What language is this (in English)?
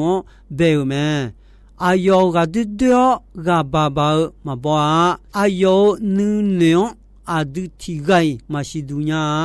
Akha